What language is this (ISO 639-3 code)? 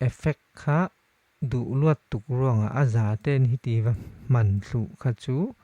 cfm